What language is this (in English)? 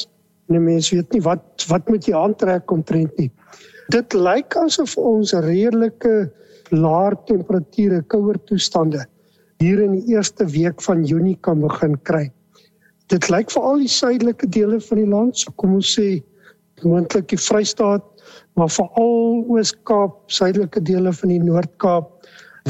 Afrikaans